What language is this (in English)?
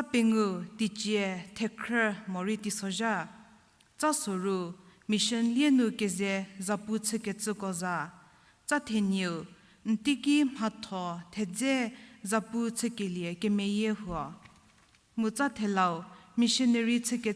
Angami Naga